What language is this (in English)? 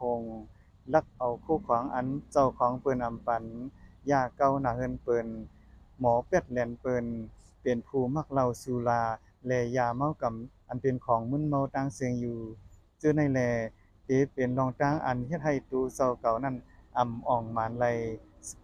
Shan